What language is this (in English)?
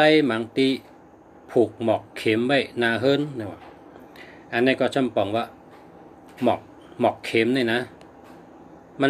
Shan